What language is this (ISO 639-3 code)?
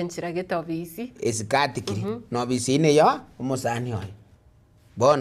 guz